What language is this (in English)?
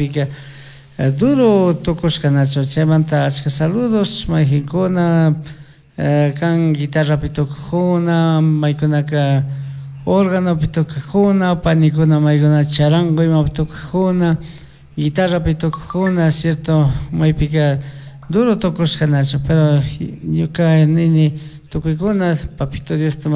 Chimborazo Highland Quichua